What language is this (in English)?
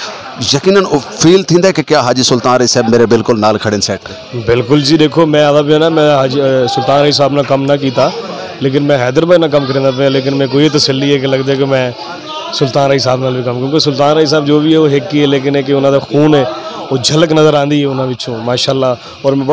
Saraiki